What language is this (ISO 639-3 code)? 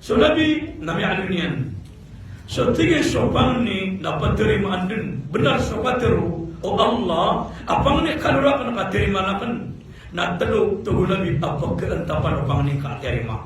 mrw